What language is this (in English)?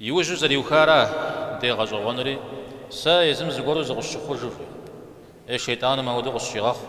Kabardian